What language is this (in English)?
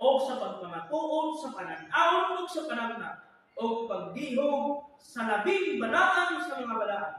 Cebuano